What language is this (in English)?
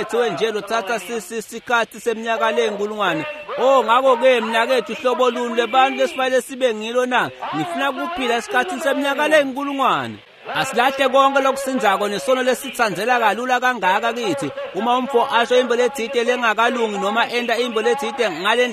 Swati